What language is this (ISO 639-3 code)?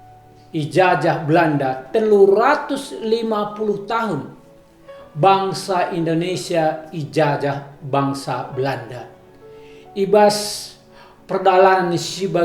btx